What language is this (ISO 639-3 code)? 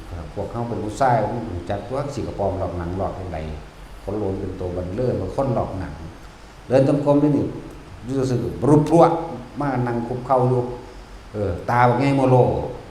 tts